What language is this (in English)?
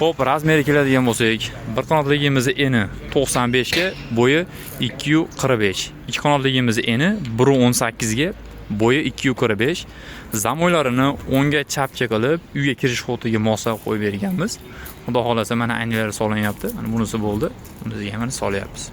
Uzbek